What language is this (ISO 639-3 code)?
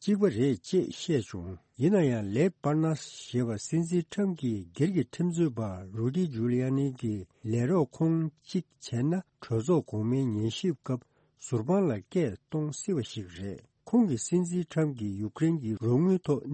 bod